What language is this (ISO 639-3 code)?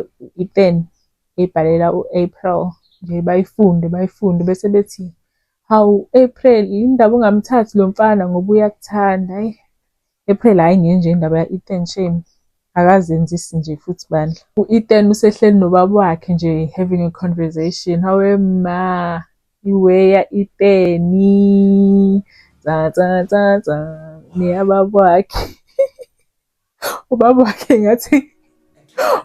zul